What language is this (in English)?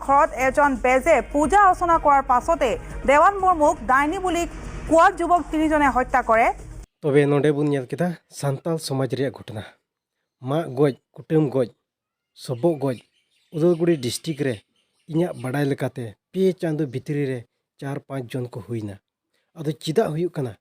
Santali